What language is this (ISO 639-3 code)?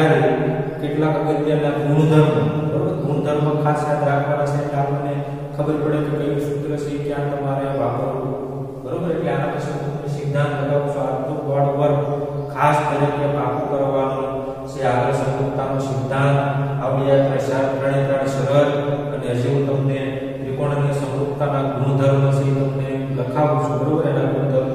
guj